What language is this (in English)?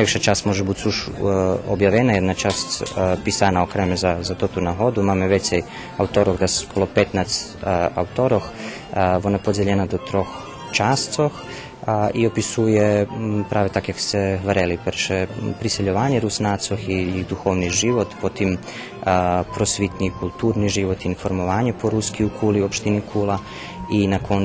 Rusyn